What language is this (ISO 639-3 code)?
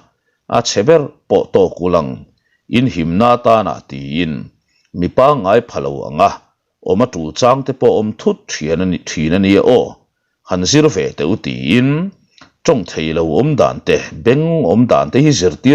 lus